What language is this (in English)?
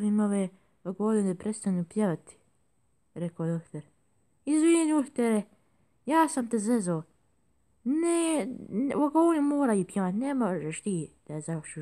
Croatian